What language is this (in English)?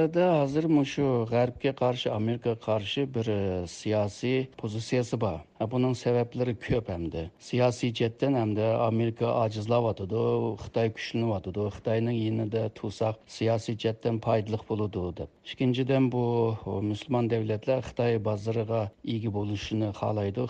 Uyghur